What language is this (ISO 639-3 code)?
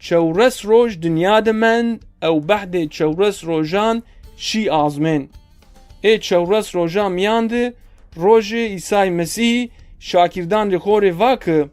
zza